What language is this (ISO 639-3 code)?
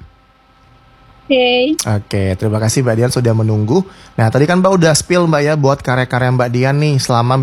ind